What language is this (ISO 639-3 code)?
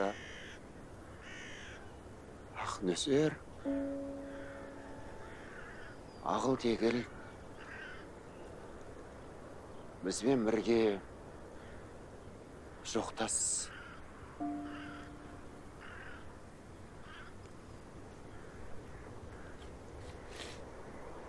kaz